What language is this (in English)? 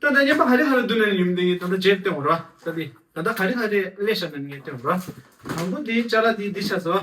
Tibetan